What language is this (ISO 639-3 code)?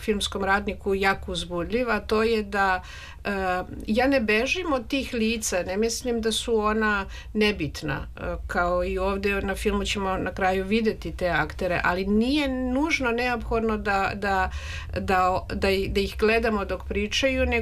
srp